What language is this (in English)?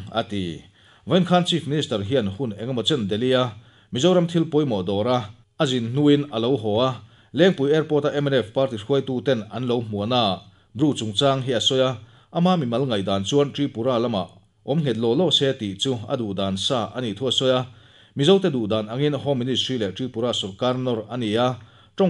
Mizo